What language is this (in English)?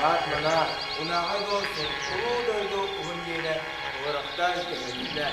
Yakut